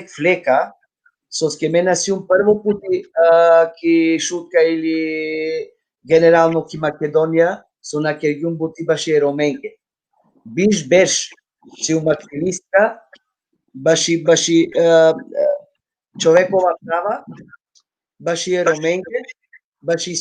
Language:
Balkan Romani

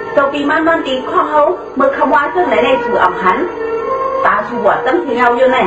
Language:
Shan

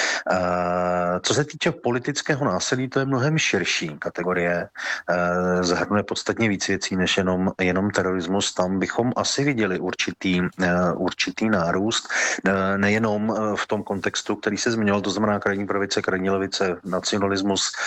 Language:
Czech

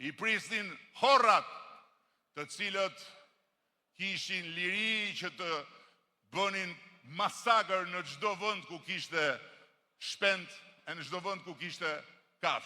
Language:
Albanian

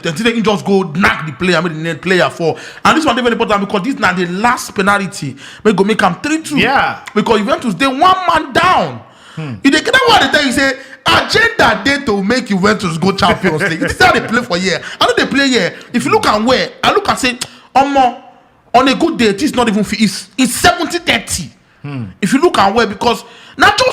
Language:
Nigerian Pidgin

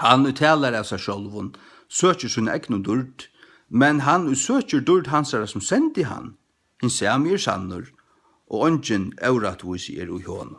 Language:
Faroese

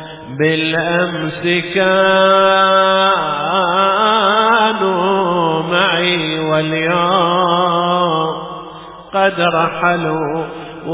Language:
Arabic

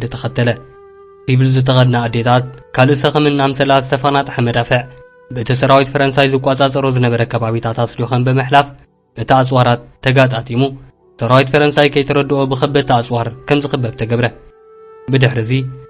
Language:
Tigrinya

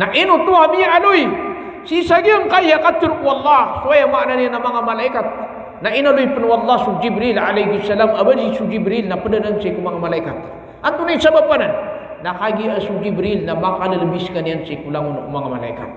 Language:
Maranao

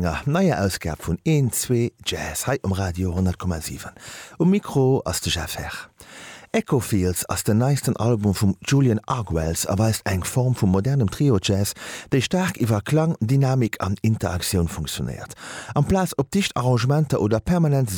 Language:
Luxembourgish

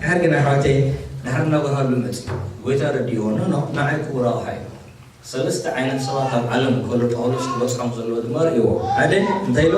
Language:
Tigrinya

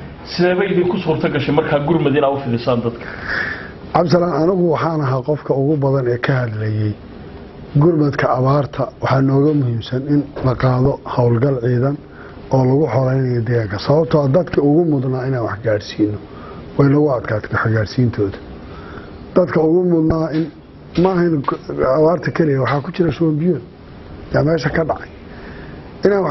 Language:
Somali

